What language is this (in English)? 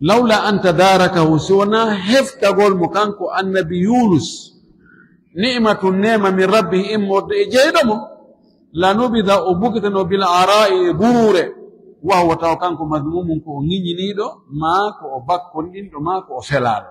Fula